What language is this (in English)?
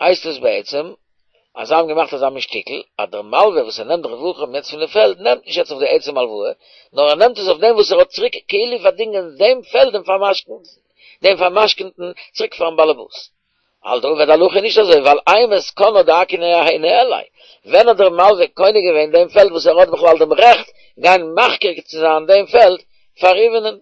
Yiddish